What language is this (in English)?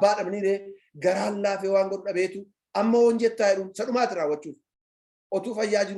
Oromo